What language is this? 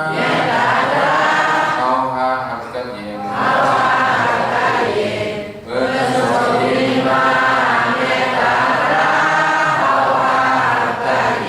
Shan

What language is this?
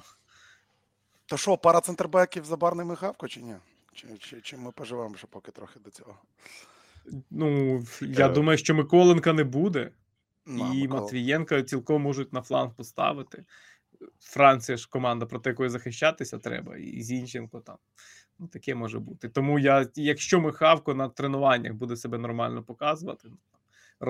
Ukrainian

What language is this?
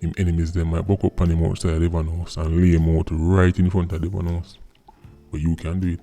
Jamaican Creole English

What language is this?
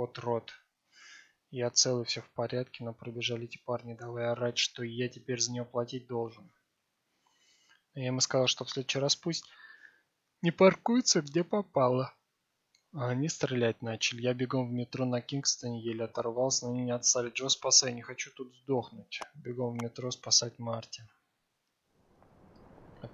Russian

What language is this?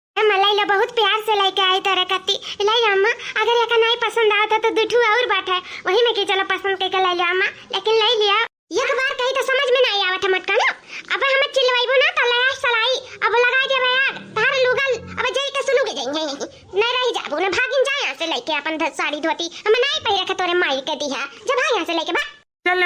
Awadhi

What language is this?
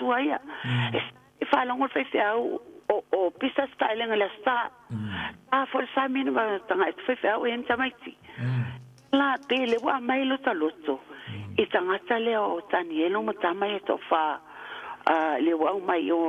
Samoan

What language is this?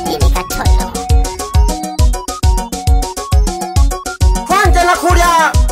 Swahili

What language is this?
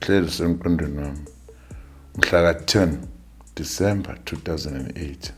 Zulu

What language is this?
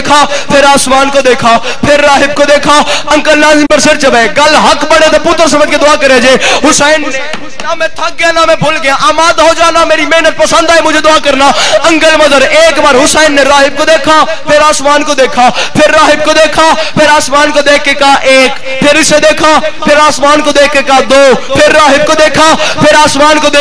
Urdu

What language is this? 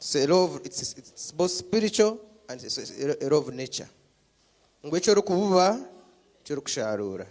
Nyankole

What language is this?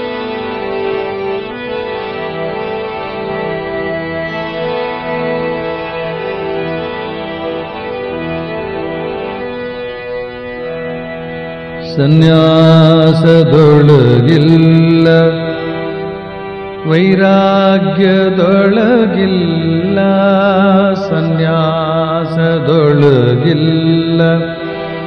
Kannada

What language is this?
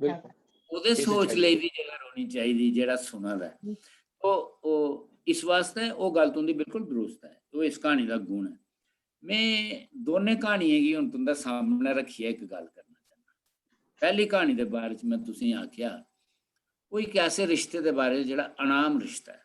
Dogri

